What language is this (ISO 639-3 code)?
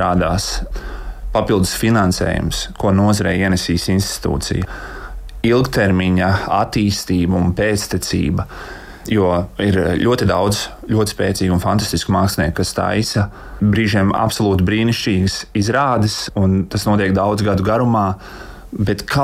lav